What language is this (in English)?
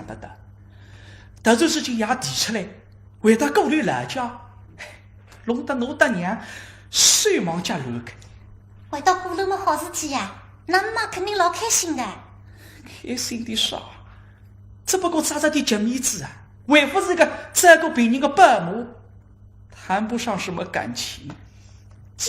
Wu Chinese